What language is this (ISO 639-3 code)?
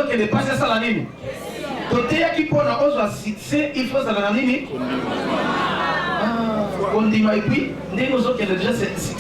lin